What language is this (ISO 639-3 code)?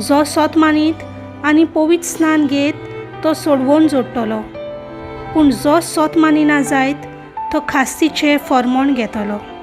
kok